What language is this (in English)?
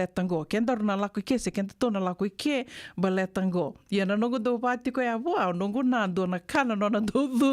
Fijian